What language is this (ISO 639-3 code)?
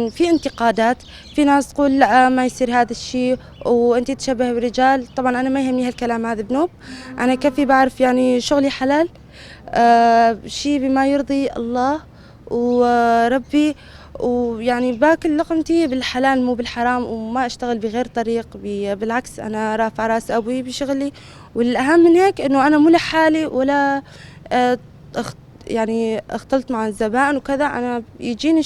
apc